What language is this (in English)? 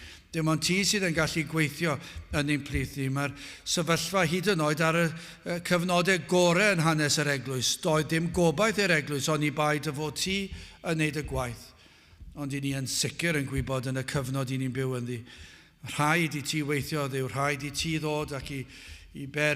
Welsh